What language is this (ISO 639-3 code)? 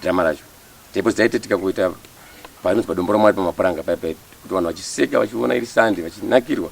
sna